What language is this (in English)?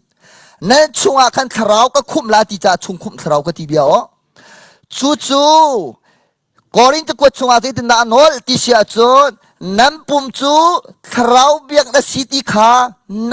Hakha Chin